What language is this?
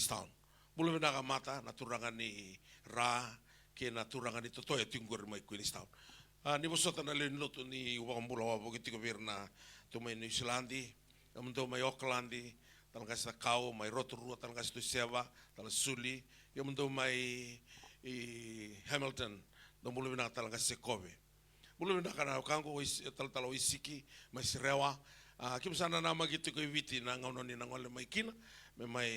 Fijian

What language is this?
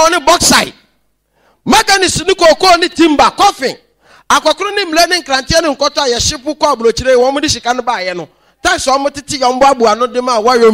Akan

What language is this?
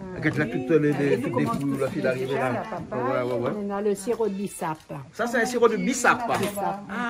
Réunion Creole French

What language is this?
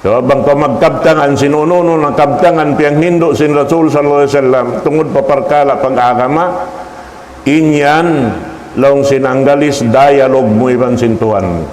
Tausug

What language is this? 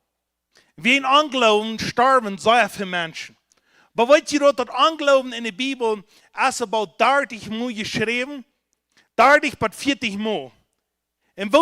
Plautdietsch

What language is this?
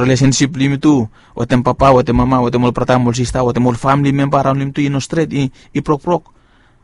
Bislama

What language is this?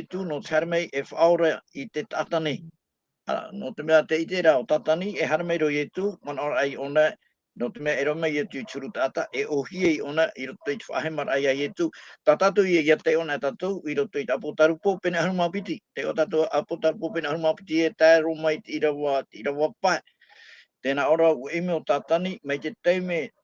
Tahitian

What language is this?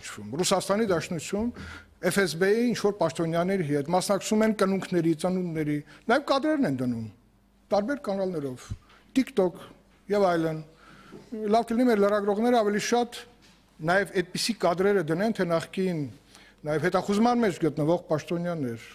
Armenian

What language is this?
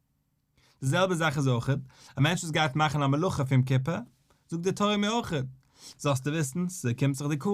Yiddish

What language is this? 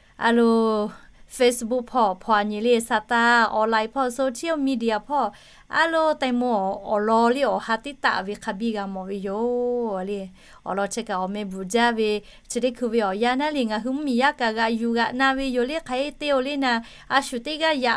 Lahu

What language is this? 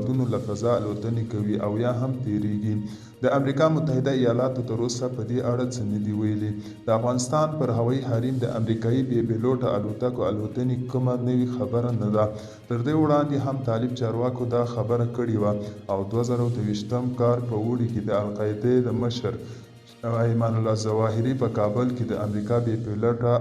Pashto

